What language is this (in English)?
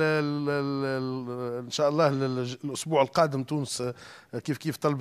Tunisian Arabic